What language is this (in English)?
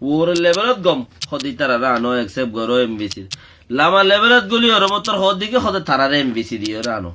Rohingya